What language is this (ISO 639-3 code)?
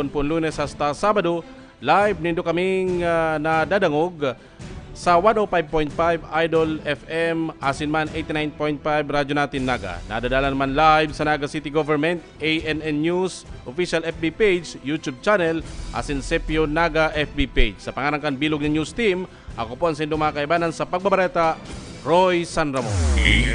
bik